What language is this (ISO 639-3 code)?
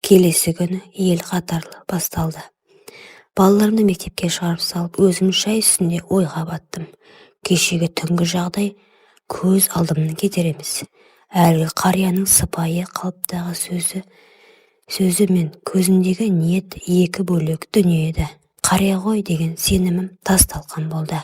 kaz